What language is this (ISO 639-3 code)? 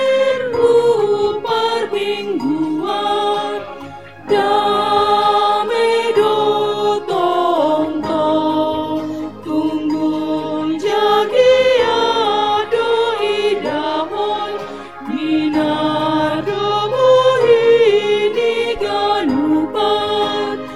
bts